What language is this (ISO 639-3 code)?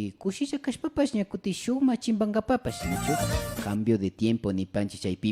qvi